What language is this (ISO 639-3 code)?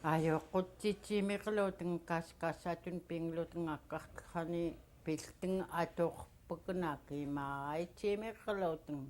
esu